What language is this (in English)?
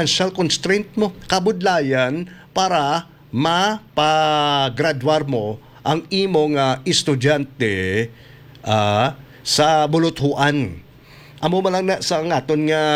Hiligaynon